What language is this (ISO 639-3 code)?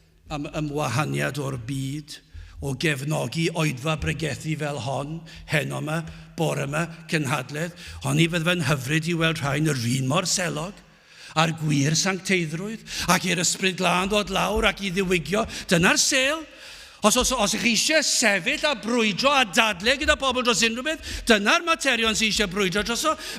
cym